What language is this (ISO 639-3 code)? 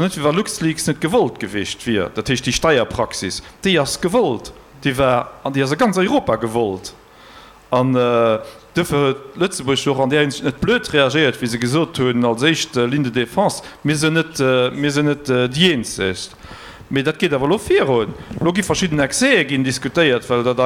ltz